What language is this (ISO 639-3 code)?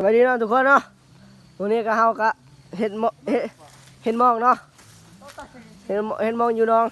lao